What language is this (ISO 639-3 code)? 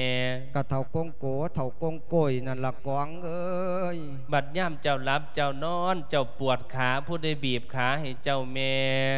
lao